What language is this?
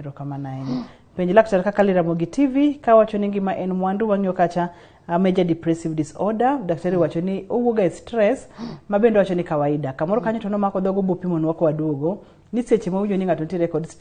Luo (Kenya and Tanzania)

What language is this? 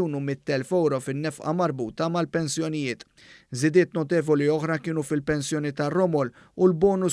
Maltese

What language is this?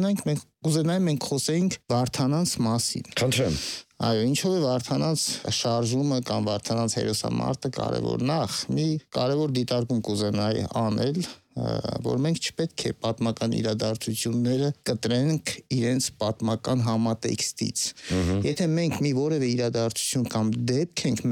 Armenian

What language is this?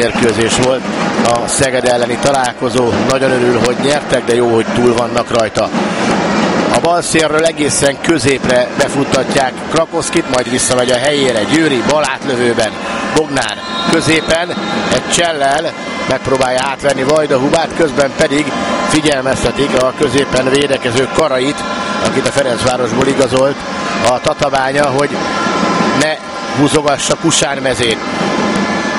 Hungarian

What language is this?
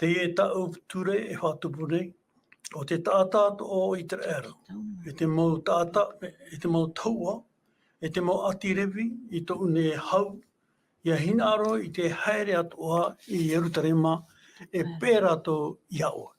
Tahitian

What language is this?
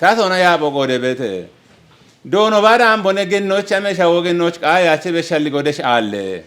Kafa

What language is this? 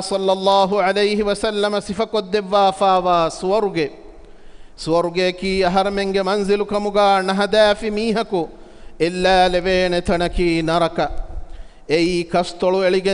Divehi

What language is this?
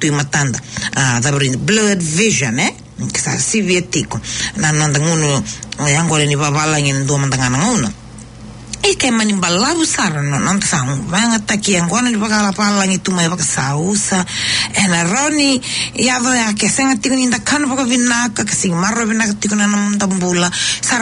Fijian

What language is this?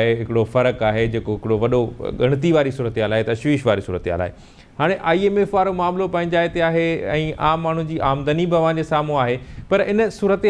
Sindhi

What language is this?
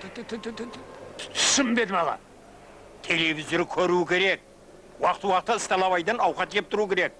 Kara-Kalpak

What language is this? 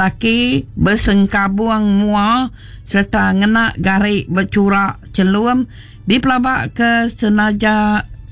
Iban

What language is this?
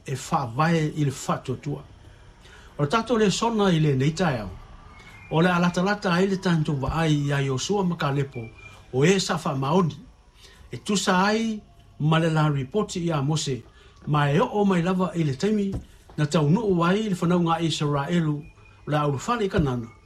Samoan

